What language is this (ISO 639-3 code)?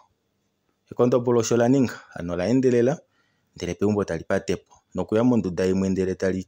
kua